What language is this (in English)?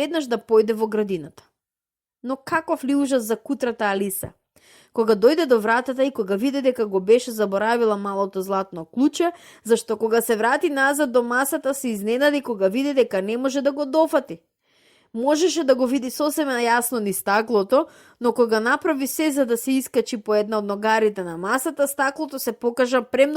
Macedonian